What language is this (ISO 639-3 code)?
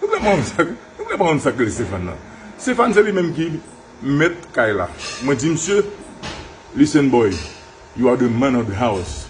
hat